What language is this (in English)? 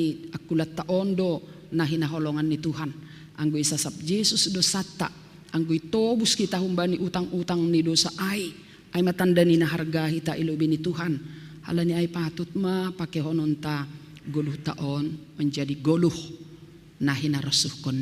Batak Simalungun